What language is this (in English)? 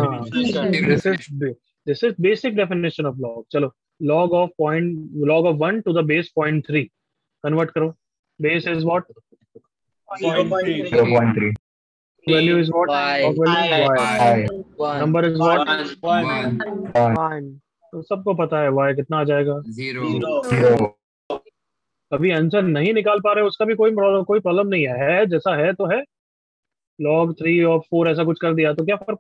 Hindi